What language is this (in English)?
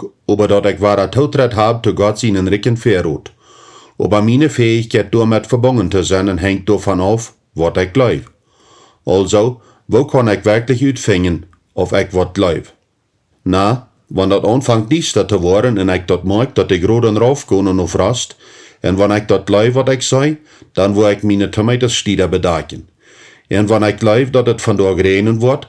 Plautdietsch